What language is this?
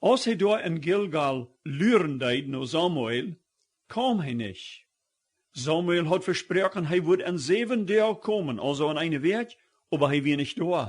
Plautdietsch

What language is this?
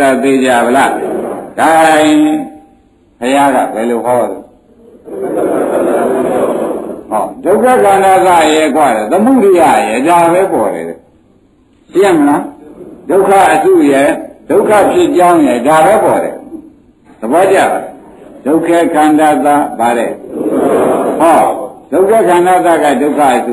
Burmese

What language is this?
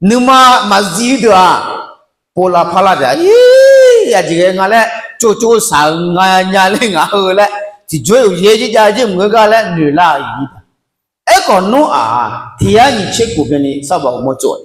Akha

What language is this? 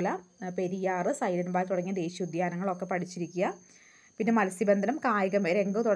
Malayalam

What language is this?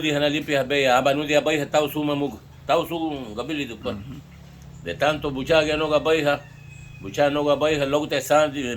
Garifuna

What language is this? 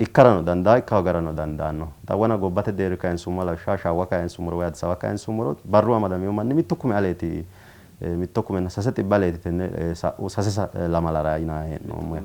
Sidamo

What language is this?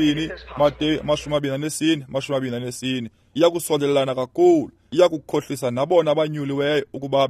Xhosa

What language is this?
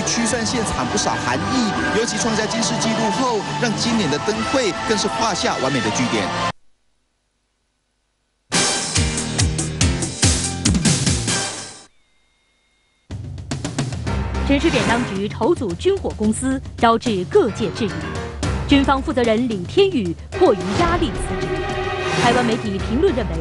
Chinese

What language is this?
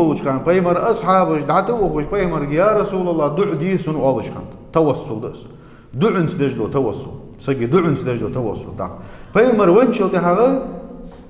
Ingush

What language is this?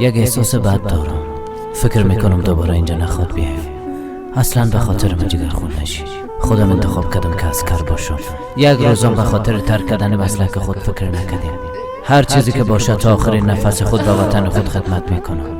Tajik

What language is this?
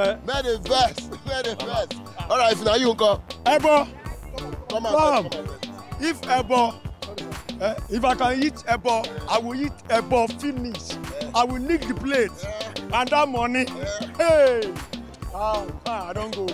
Nigerian Pidgin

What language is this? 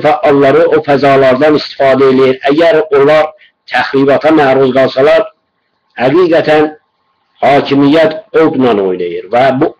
South Azerbaijani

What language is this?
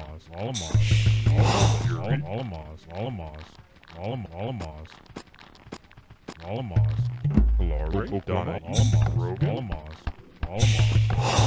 Vietnamese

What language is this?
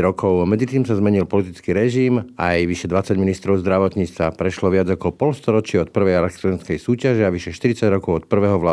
Slovak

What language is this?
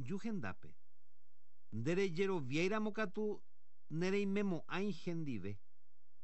Guarani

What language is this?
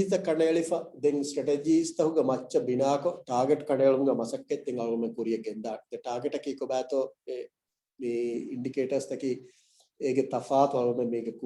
Divehi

